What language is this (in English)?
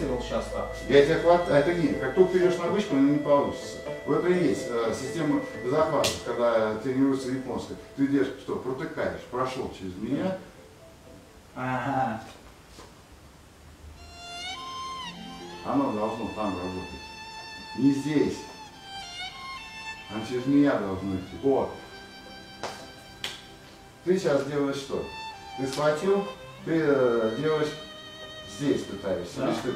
Russian